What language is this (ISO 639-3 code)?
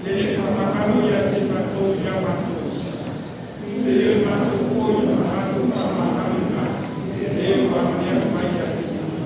smo